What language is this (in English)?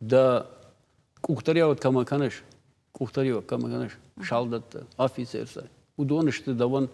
Ossetic